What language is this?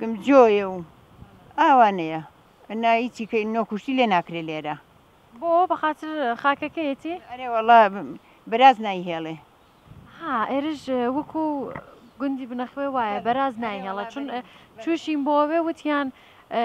Central Kurdish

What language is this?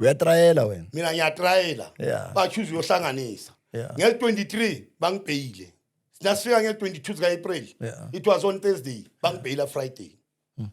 Zulu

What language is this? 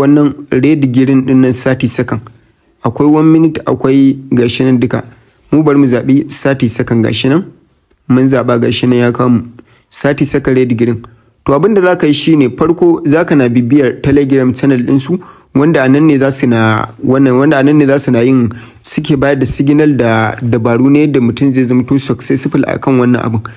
Hausa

